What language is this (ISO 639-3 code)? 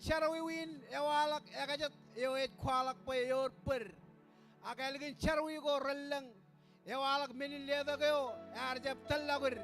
mah